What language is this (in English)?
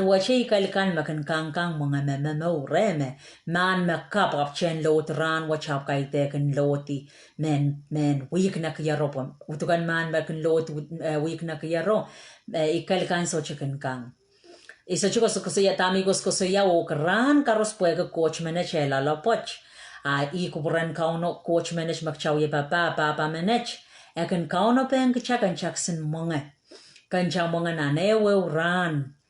Pohnpeian